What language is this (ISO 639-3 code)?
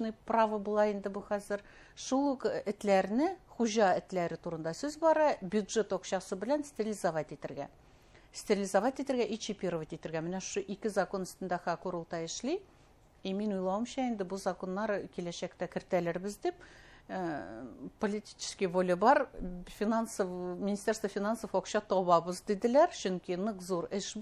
bak